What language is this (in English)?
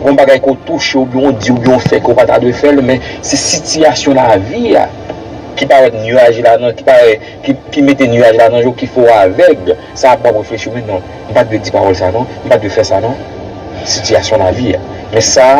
Haitian Creole